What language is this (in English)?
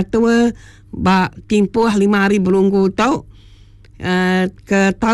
Malay